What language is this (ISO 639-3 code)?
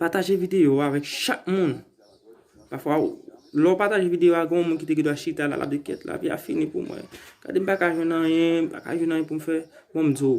hat